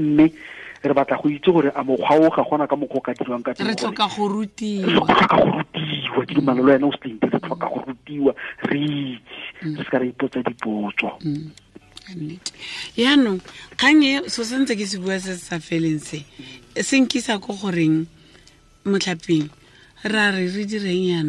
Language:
Tswana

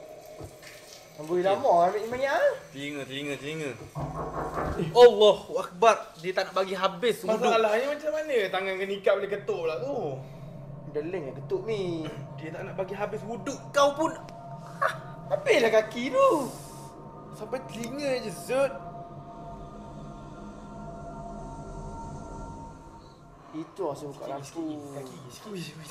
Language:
Malay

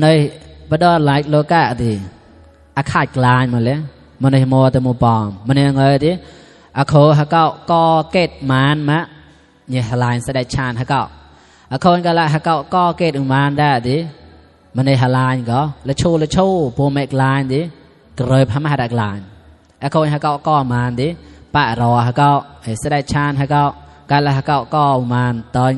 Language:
Mon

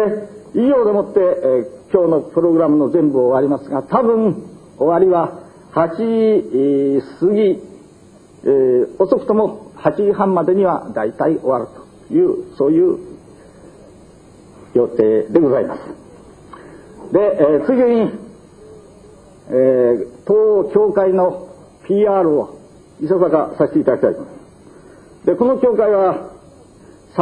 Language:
Japanese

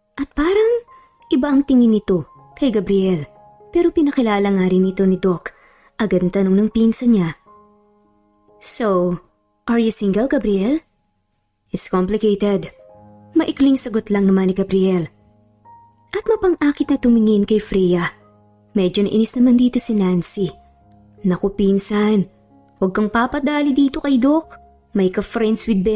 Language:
Filipino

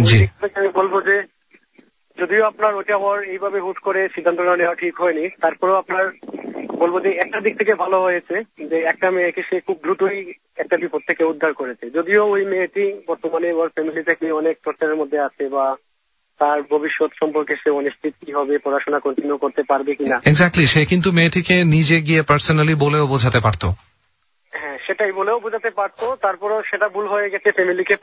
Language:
Bangla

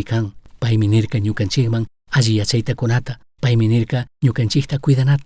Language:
Chimborazo Highland Quichua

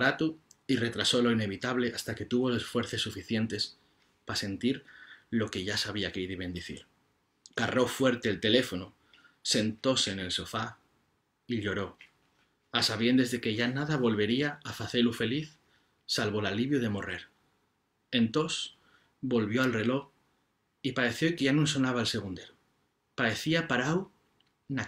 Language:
Asturian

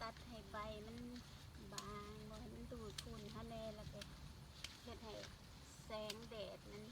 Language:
Lao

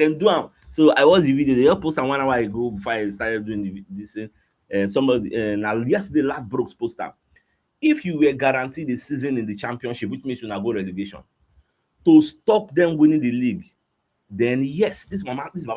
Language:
Nigerian Pidgin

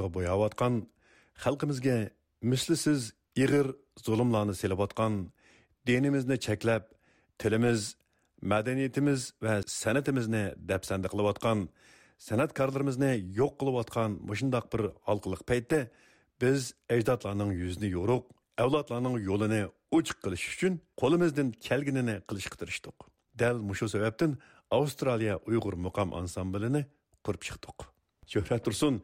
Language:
Uyghur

